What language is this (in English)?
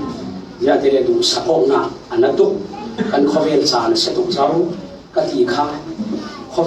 Falam Chin